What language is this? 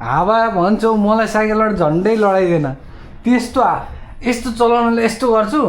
Nepali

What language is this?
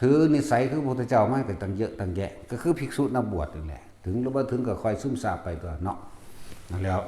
Northeastern Thai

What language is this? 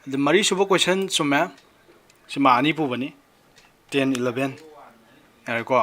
Manipuri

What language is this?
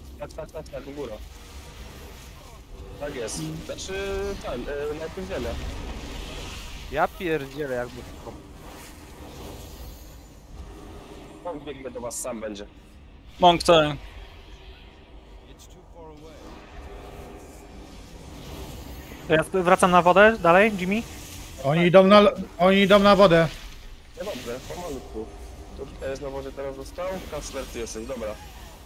Polish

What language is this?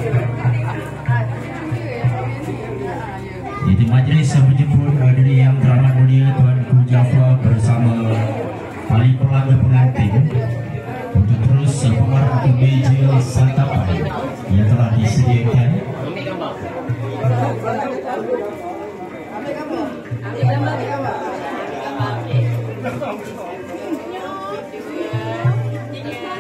Malay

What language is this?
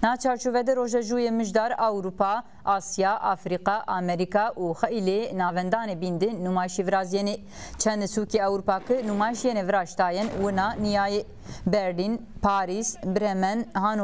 Zaza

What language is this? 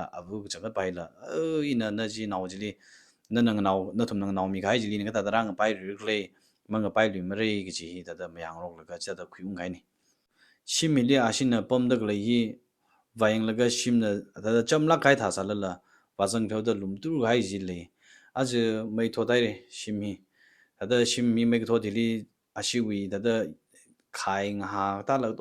Tangkhul Naga (India)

